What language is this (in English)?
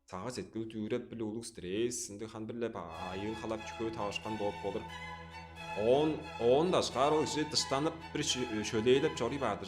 Tuvinian